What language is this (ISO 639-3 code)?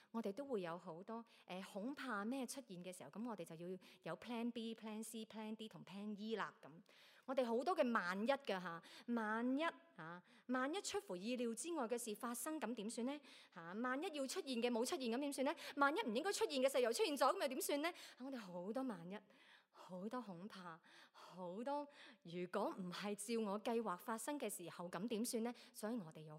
yue